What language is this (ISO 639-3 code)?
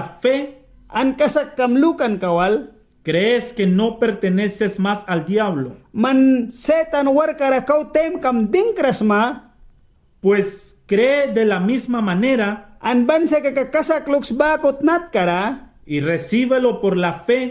miq